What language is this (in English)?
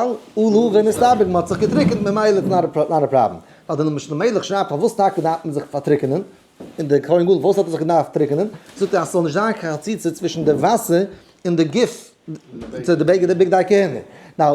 Yiddish